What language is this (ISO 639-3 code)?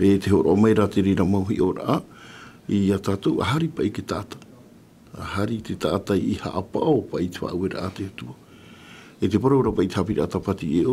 tah